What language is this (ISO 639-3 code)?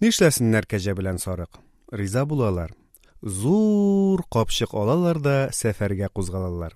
tat